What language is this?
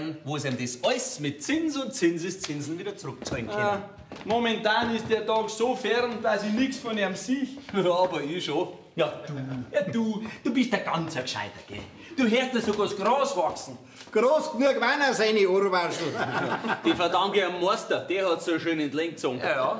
Bavarian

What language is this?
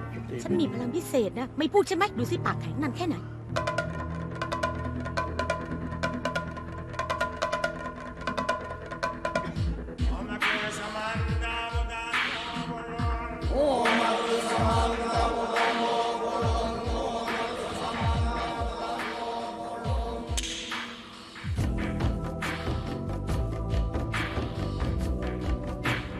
Thai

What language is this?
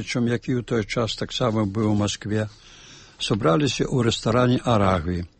Belarusian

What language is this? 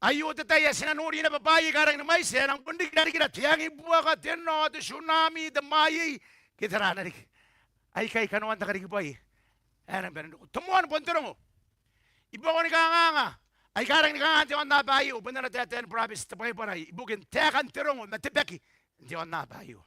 Gilbertese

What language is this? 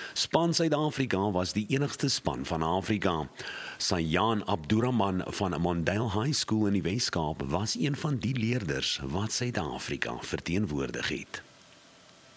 Afrikaans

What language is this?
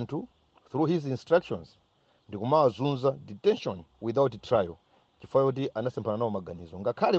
Nyanja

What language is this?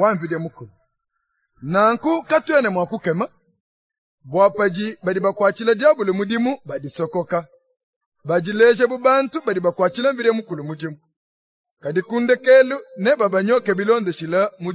Luba-Lulua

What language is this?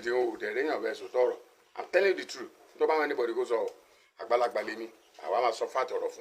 Yoruba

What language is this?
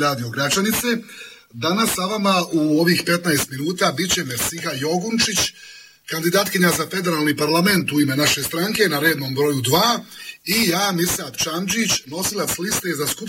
Bosnian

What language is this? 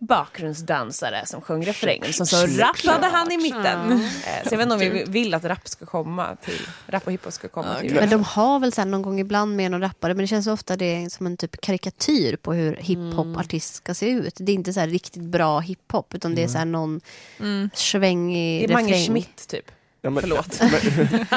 Swedish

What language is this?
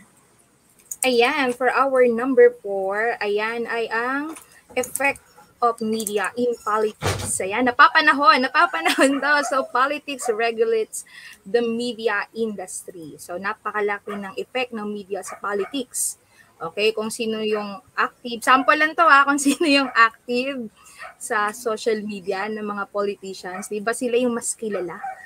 Filipino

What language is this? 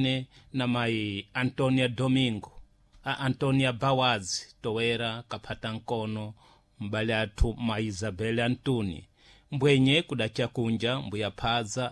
Sena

